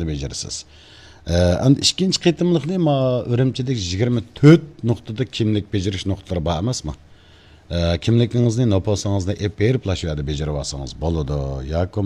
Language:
Uyghur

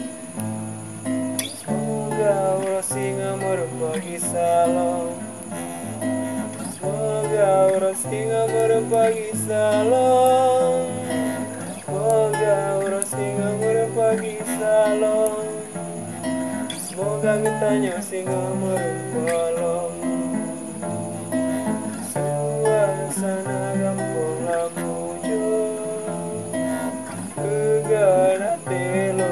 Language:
Indonesian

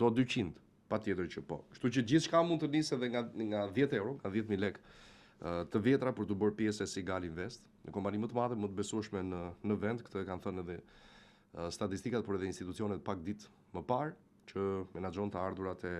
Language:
Albanian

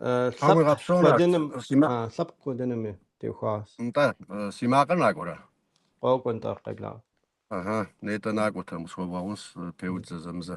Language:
Kabardian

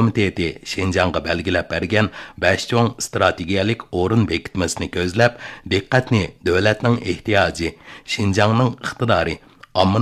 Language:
Uyghur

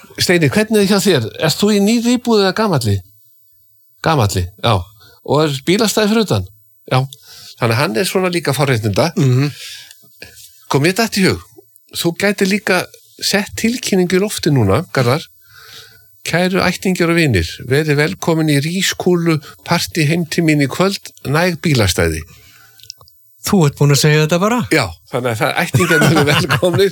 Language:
Icelandic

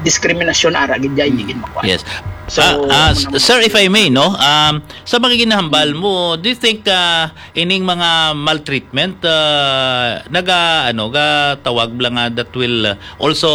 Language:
Hiligaynon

